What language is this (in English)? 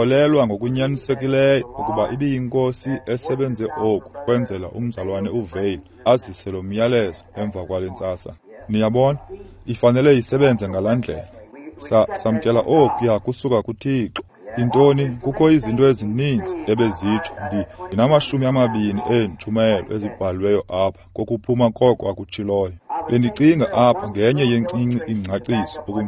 Xhosa